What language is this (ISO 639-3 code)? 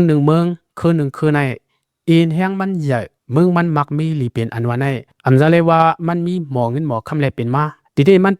lao